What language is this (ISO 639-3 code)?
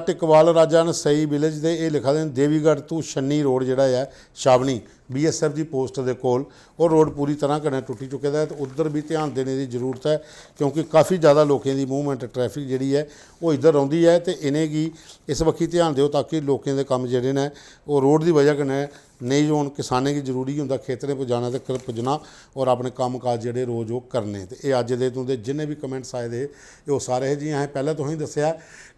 doi